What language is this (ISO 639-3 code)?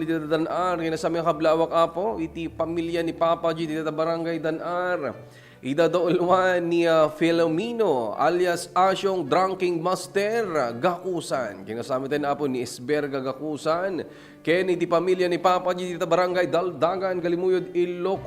ilo